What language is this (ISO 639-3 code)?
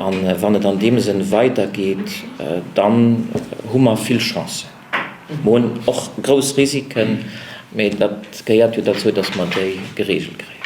ltz